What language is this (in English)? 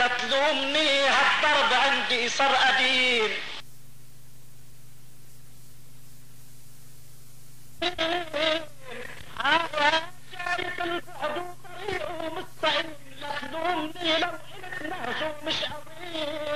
North Levantine Arabic